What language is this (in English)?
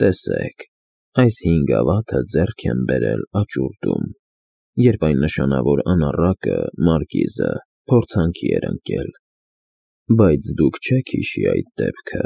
Armenian